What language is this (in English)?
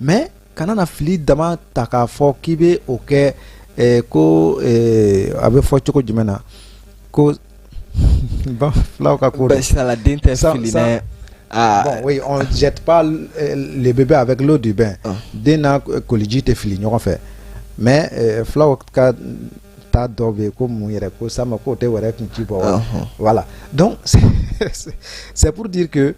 Bambara